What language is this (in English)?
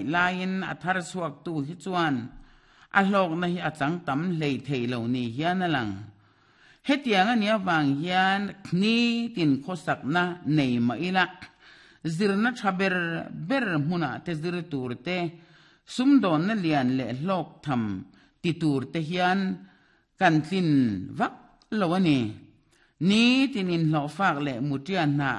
Mizo